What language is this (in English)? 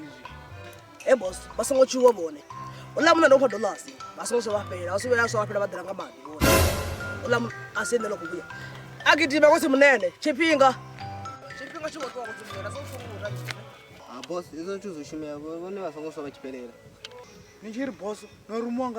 Venda